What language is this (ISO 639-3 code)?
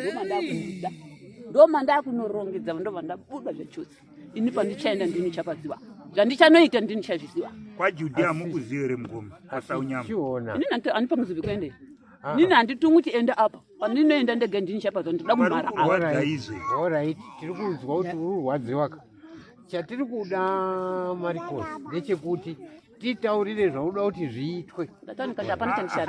sna